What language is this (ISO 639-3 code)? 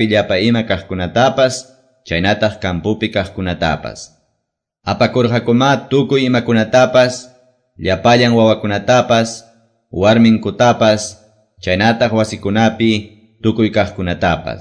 que